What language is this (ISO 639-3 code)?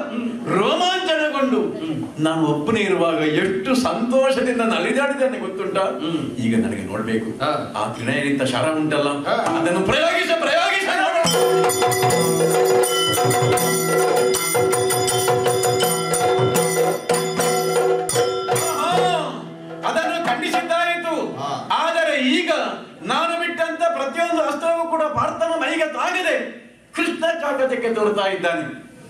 kan